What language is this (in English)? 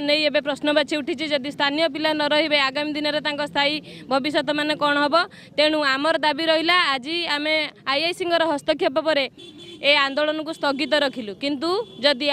Odia